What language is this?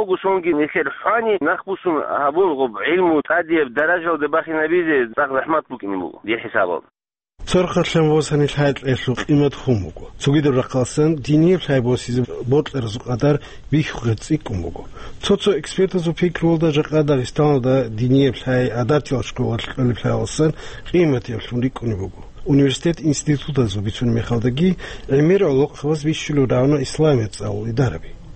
Avaric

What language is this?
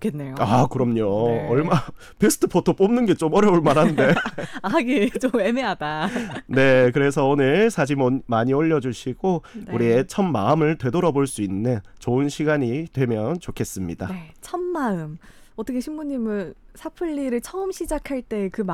Korean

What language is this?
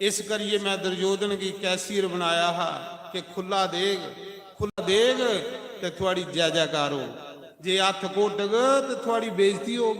Dogri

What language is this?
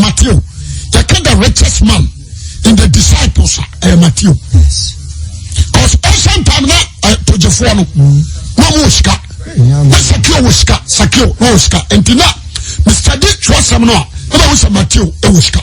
Akan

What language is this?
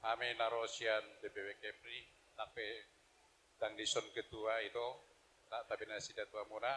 Batak Toba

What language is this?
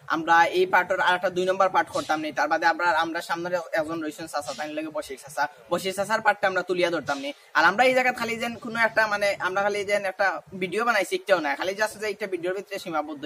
Sylheti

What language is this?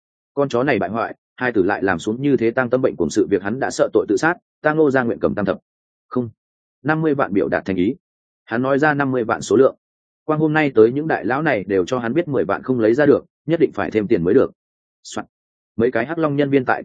Vietnamese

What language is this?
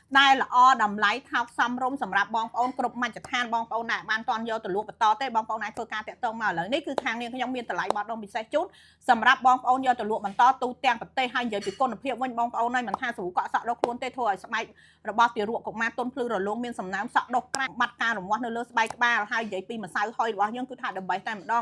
Khmer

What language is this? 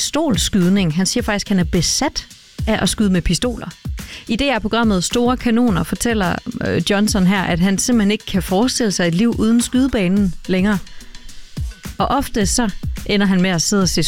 Danish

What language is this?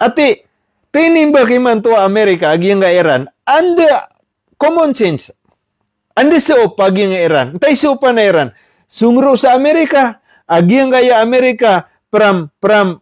Maranao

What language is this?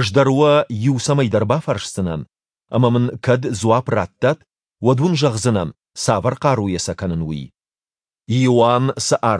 Ossetic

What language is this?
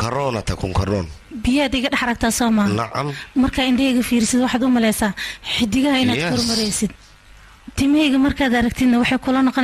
Somali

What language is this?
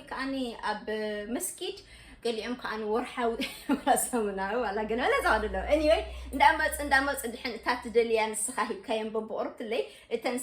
Tigrinya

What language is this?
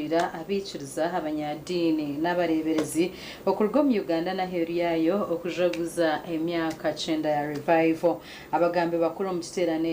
Nyankole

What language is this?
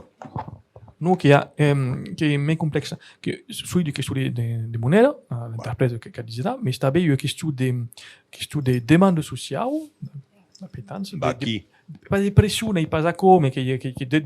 Occitan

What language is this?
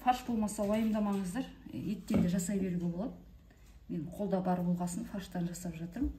Kazakh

